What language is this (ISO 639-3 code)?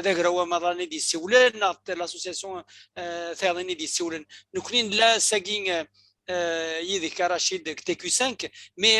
kab